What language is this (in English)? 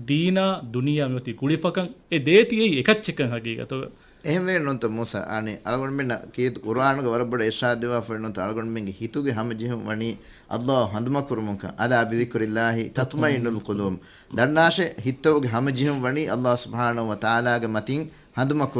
Divehi